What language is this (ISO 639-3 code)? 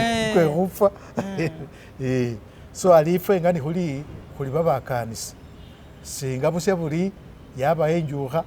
myx